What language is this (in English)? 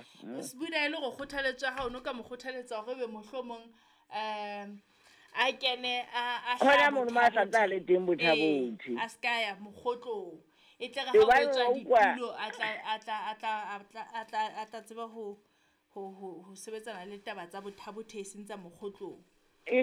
Southern Sotho